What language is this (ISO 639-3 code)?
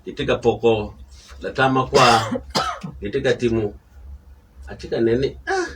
ach